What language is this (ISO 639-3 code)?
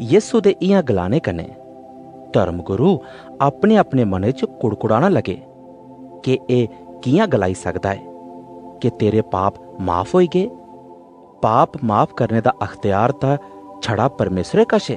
doi